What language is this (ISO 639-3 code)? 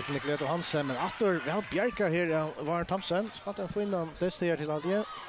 fao